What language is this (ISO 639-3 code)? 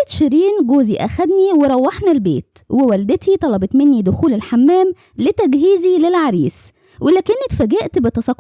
arz